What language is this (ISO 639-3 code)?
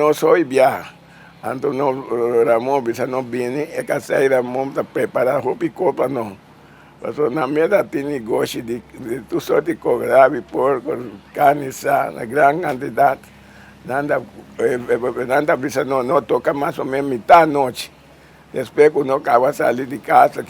pap